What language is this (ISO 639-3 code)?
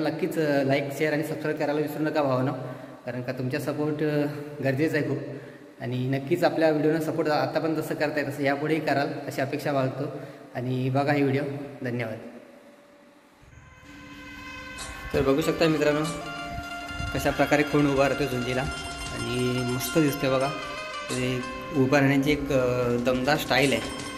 mar